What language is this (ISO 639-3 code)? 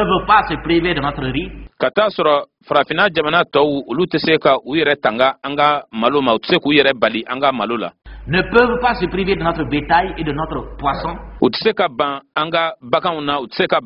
bam